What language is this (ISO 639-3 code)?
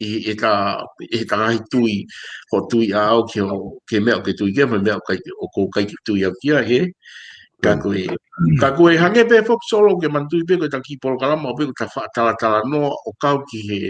ton